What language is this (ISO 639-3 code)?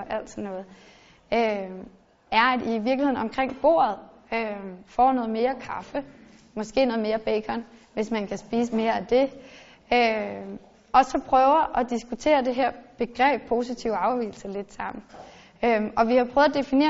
dan